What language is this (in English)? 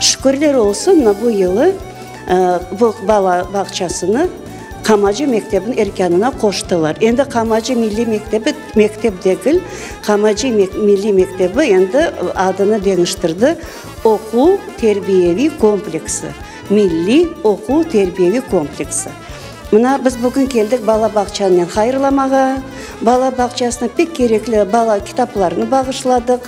Crimean Tatar